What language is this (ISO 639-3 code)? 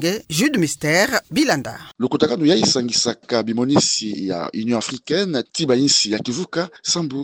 ktu